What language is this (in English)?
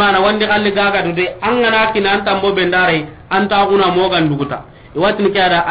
Soninke